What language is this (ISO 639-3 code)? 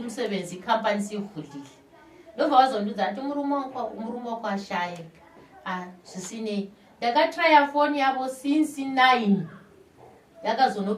sna